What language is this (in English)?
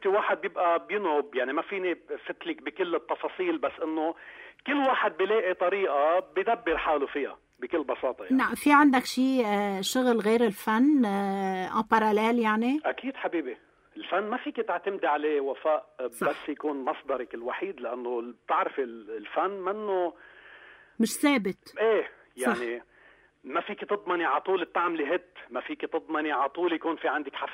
North Levantine Arabic